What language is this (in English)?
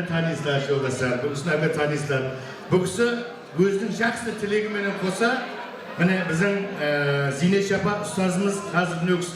Kara-Kalpak